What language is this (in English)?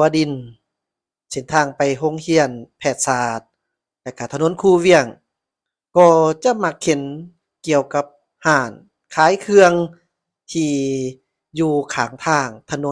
Lao